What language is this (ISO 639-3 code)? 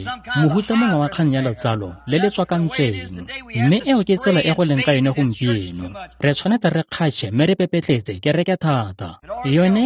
tsn